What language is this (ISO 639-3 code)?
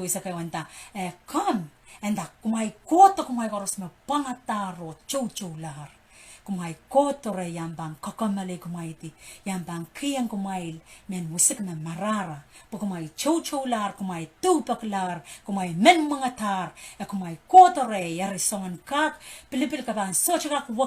pon